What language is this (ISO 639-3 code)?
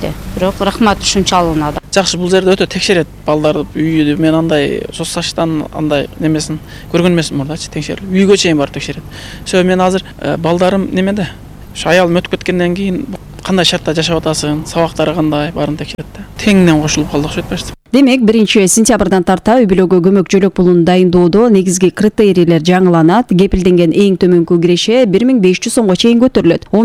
kir